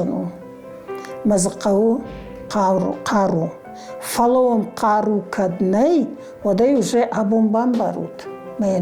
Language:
Ossetic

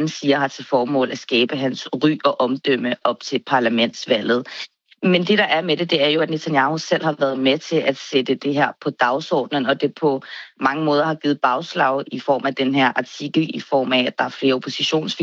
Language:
Danish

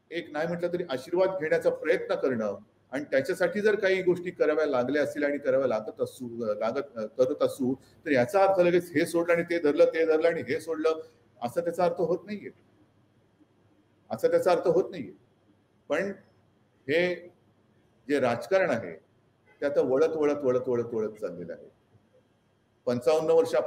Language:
Marathi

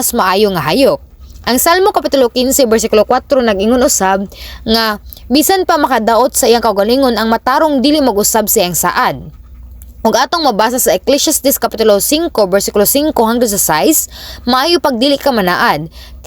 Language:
Cebuano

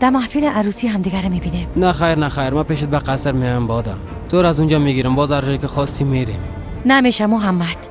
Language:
Persian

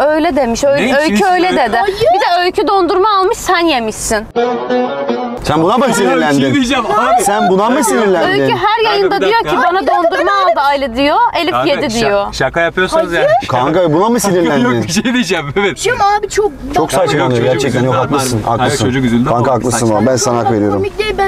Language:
Turkish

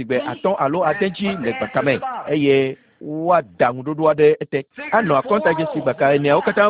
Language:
Ewe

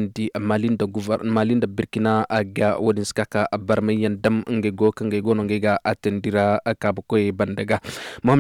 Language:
Koyraboro Senni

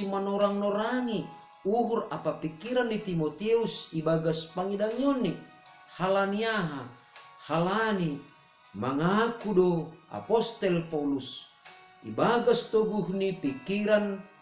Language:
Batak Simalungun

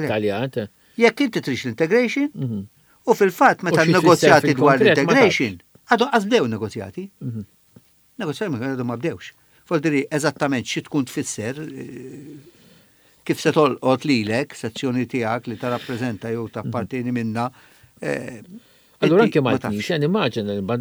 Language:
Maltese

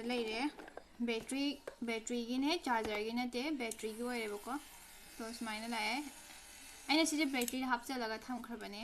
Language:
Manipuri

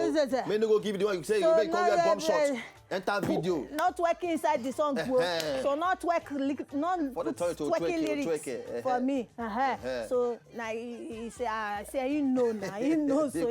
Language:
Nigerian Pidgin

